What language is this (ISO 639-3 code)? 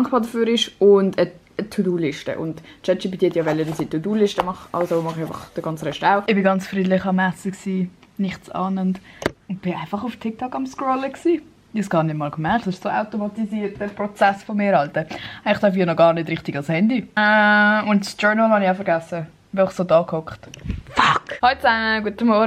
gsw